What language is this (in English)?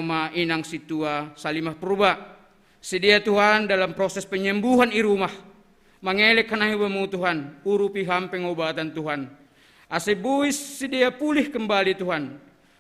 Batak Simalungun